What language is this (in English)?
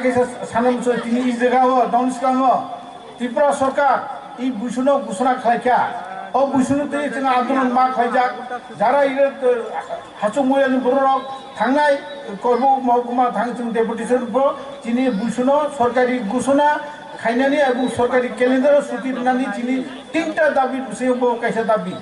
Kok Borok